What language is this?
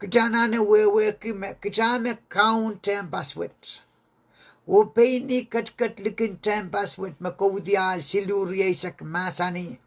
Pohnpeian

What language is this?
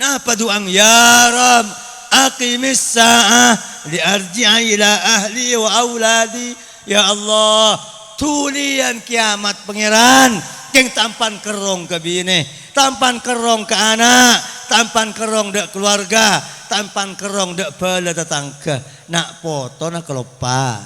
Madurese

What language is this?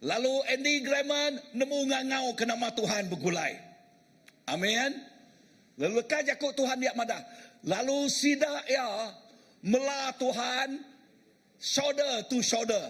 Iban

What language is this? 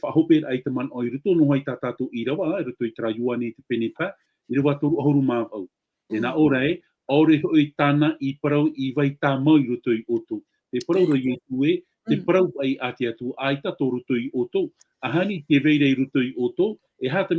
Tahitian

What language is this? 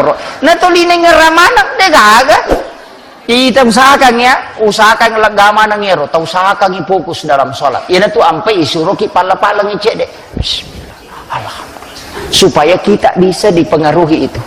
Buginese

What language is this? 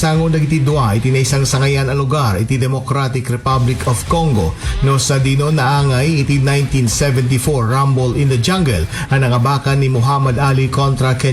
Iloko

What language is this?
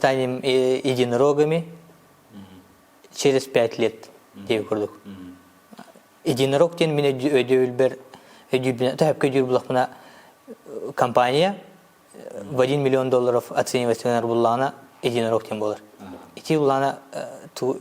Yakut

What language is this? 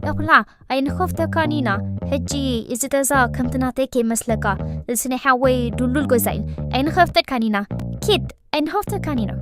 Tigrinya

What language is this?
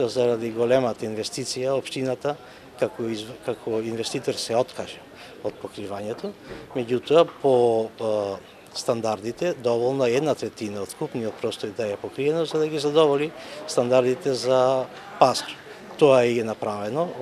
Macedonian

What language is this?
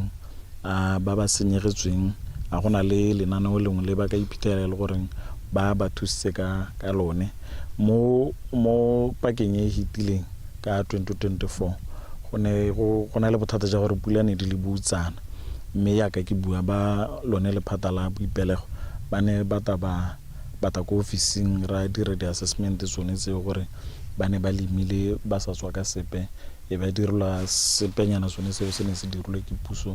Tswana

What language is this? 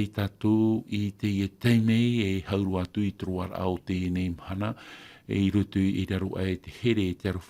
Tahitian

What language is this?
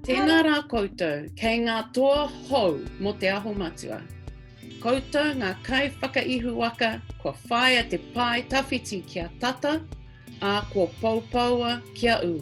Māori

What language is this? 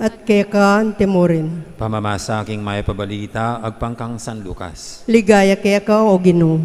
Pampanga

